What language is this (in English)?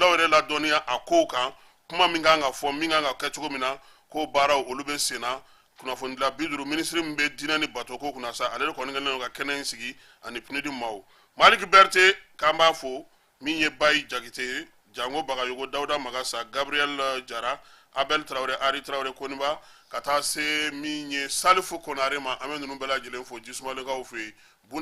Bambara